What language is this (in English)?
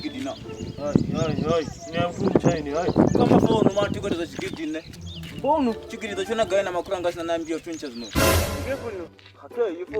Venda